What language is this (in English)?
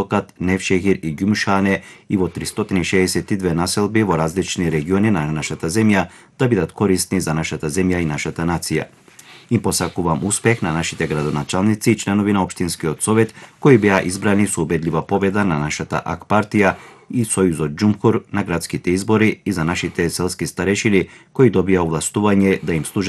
Macedonian